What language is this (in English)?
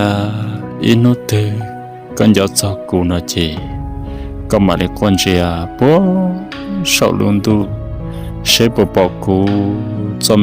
Hmong